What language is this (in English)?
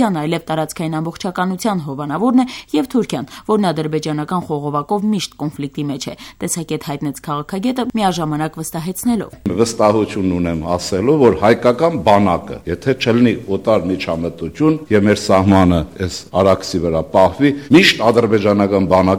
Armenian